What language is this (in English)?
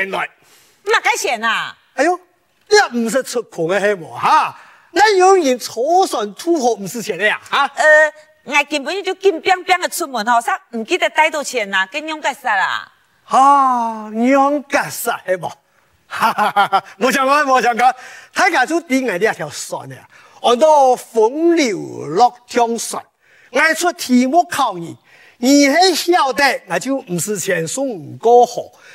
Hakka Chinese